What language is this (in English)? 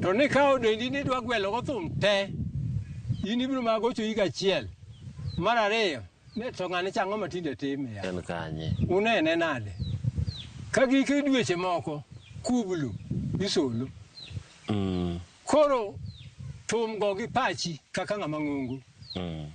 Luo (Kenya and Tanzania)